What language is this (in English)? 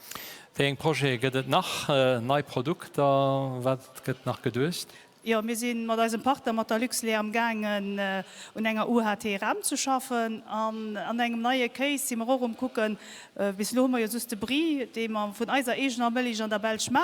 Luxembourgish